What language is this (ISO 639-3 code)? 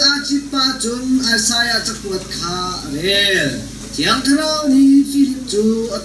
cnh